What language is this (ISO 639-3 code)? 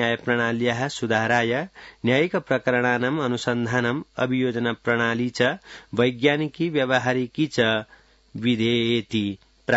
san